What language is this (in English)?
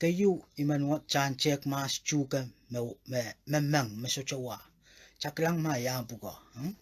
Pohnpeian